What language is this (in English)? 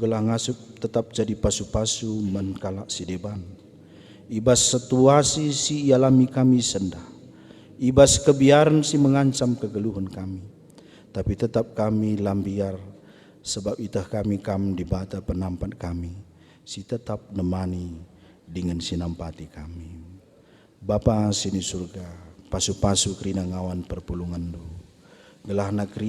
Batak Karo